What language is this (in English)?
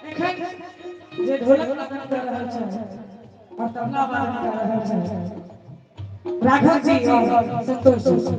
Maithili